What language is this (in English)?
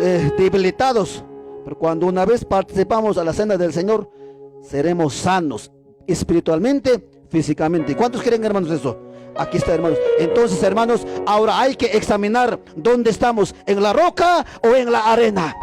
Ayacucho Quechua